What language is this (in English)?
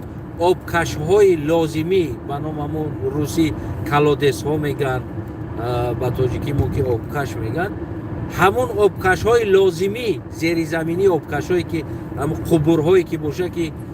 Tajik